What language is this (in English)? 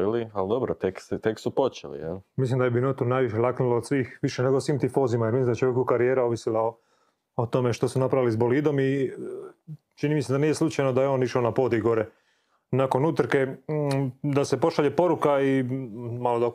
Croatian